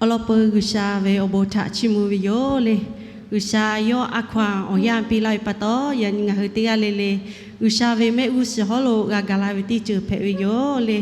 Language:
Lahu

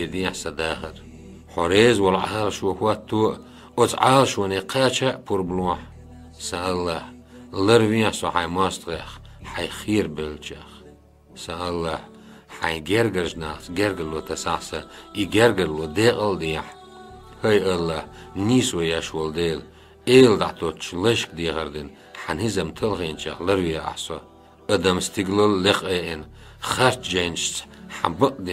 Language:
Chechen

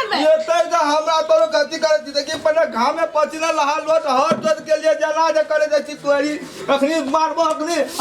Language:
Maithili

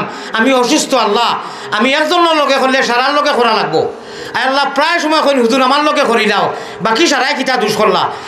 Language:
Sylheti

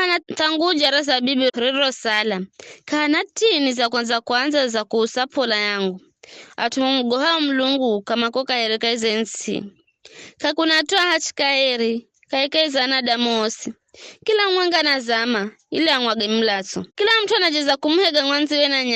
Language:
Giryama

